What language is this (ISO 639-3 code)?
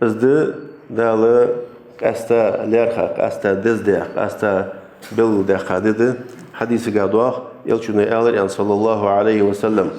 inh